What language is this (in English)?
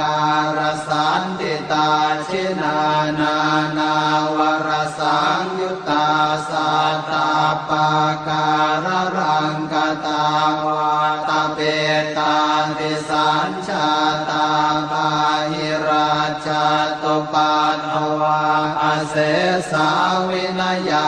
Pali